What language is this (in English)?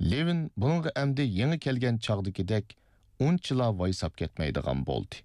Uyghur